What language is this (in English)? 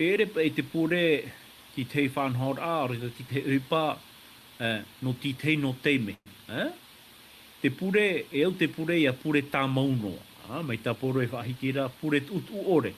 Tahitian